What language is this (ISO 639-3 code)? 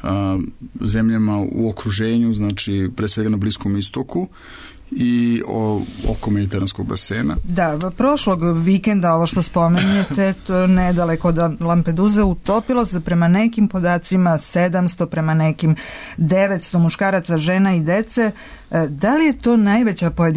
srp